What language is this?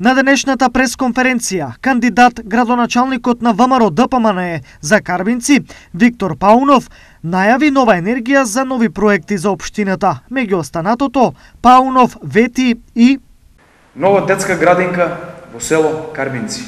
Macedonian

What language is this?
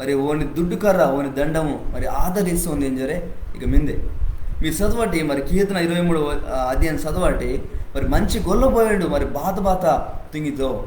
Koya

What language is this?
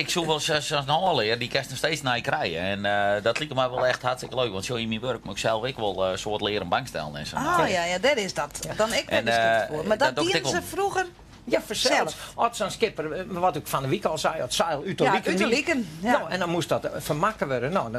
Western Frisian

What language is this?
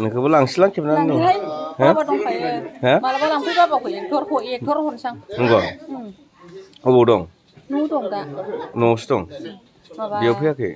Bodo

